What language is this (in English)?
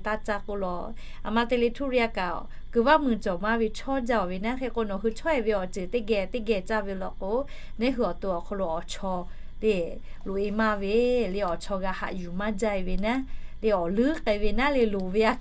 Lahu